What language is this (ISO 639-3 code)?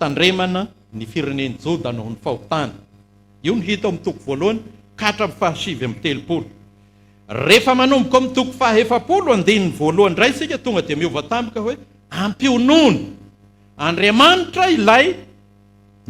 mlg